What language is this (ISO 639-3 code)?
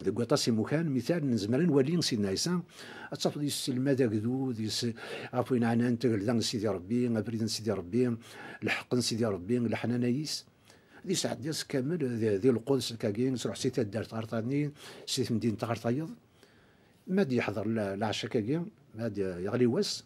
kab